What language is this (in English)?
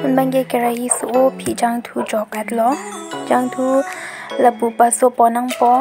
Karbi